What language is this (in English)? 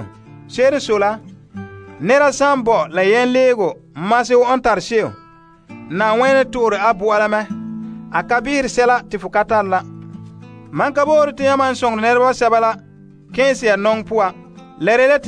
Frafra